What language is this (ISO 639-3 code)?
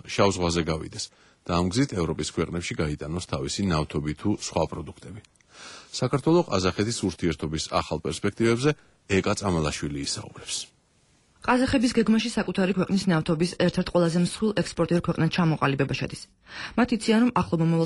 kat